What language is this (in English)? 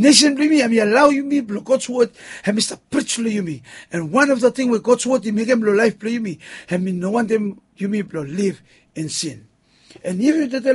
Bislama